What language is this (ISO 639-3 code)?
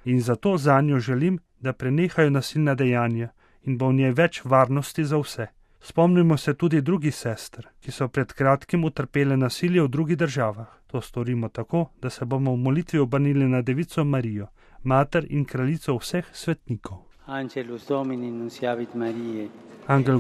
slv